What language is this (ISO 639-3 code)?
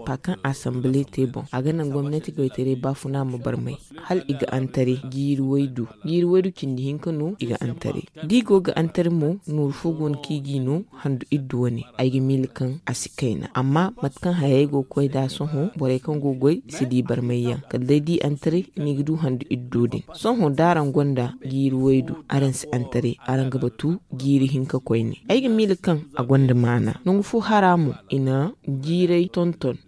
dje